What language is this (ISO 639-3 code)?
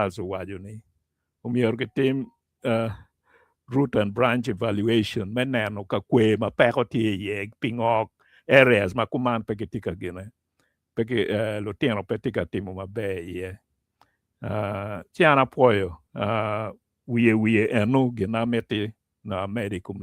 ach